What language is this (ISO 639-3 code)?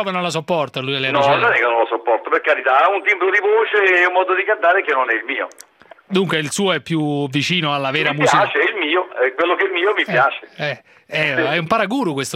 ita